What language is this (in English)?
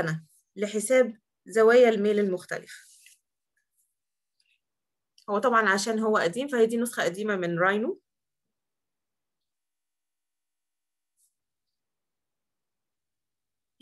Egyptian Arabic